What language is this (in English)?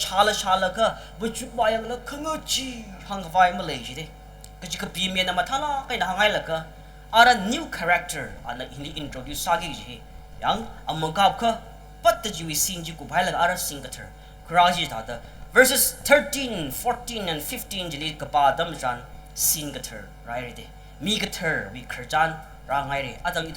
Tangkhul Naga (India)